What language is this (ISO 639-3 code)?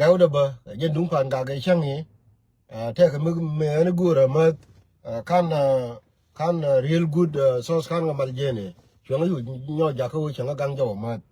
nus